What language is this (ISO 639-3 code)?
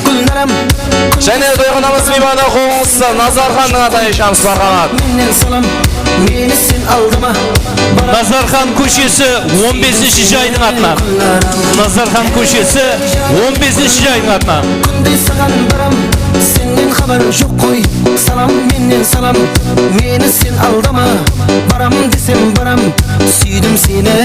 kaa